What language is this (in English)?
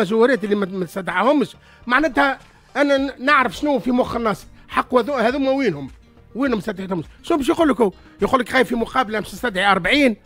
Tunisian Arabic